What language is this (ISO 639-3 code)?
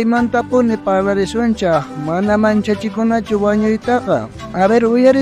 quh